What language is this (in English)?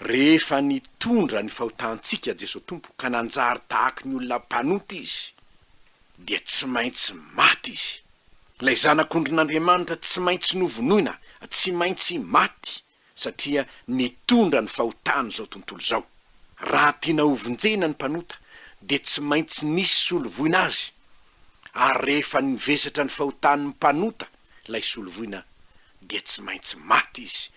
Malagasy